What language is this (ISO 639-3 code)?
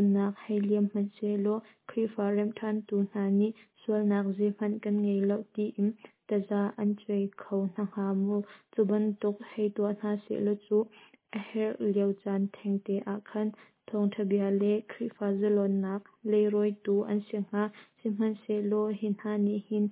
cnh